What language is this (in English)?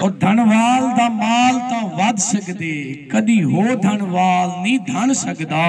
Saraiki